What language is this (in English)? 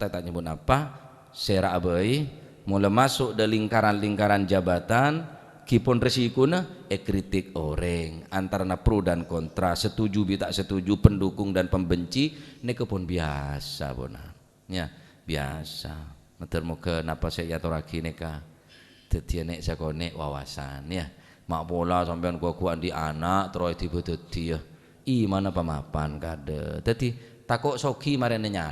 Madurese